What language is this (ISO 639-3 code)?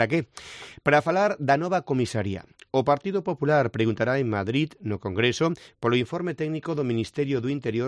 glg